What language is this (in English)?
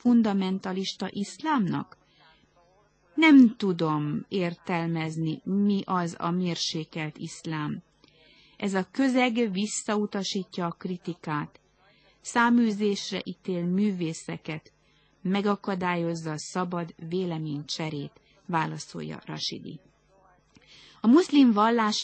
Hungarian